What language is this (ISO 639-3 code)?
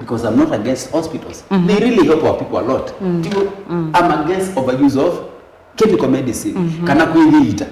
kam